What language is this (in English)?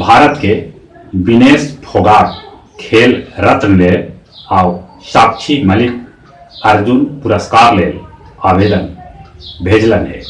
Magahi